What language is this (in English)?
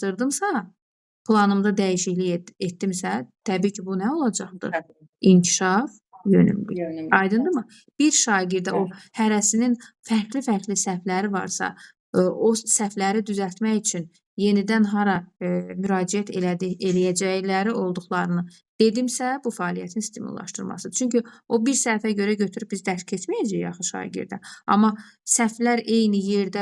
Azerbaijani